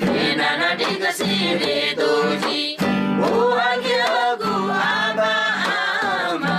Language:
Eastern Tamang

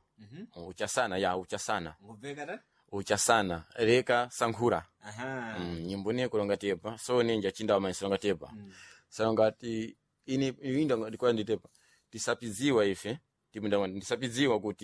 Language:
Sena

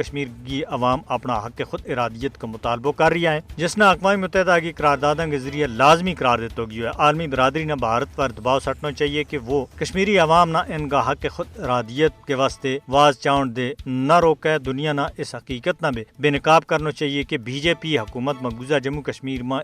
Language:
Gujari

